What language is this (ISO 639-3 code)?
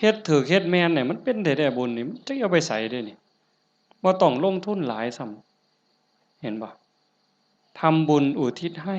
tts